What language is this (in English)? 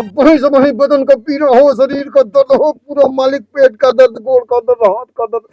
Awadhi